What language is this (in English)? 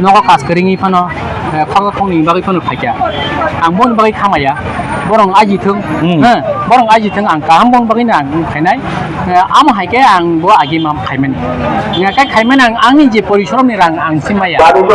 Kok Borok